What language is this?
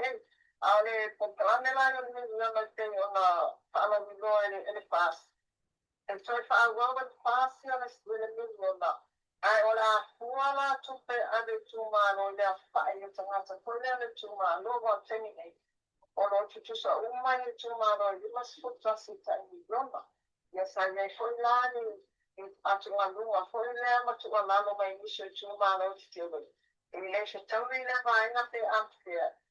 Samoan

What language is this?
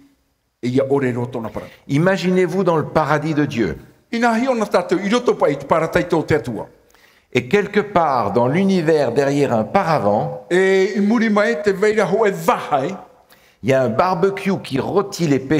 Tahitian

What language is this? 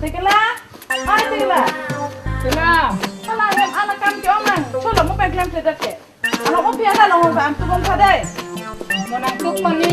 Karbi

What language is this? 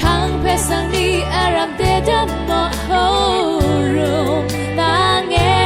Rawang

